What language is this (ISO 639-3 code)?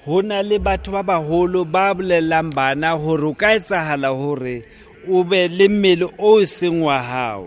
sot